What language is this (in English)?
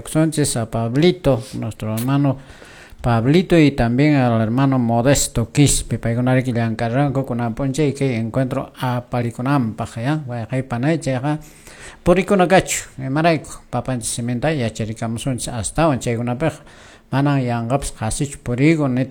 Quechua